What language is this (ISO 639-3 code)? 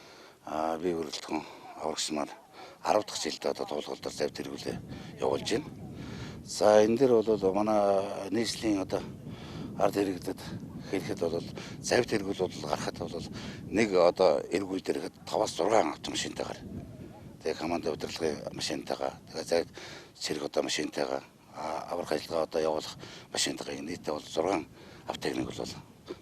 mon